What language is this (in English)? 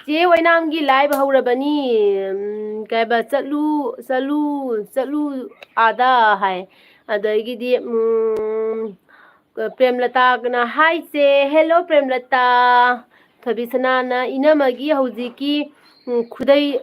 Manipuri